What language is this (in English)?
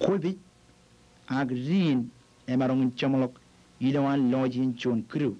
Marshallese